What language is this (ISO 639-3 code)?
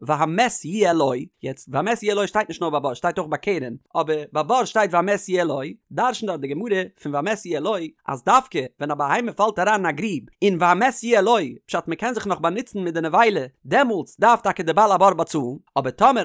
yid